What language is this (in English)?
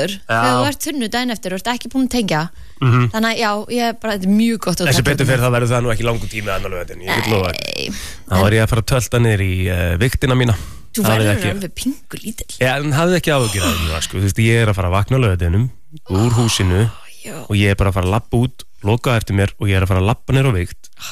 Icelandic